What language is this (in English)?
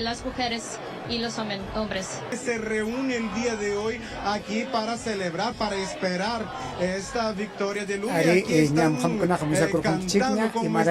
Ayacucho Quechua